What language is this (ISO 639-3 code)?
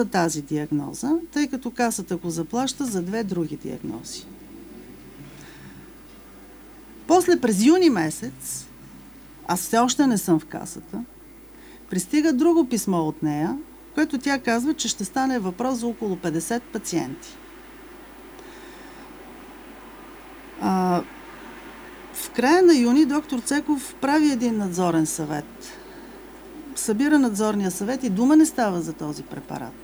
bul